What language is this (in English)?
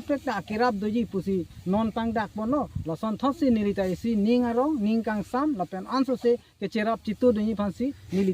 Karbi